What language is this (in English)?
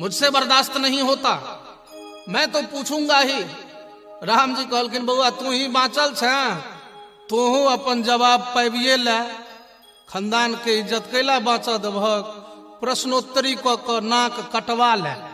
Maithili